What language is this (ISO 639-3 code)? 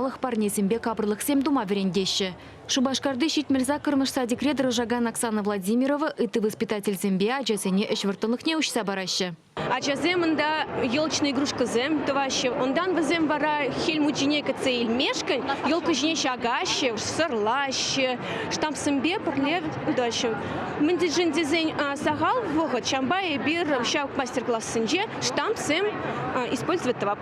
chv